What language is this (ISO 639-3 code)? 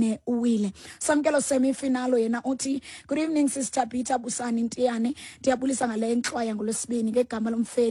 xho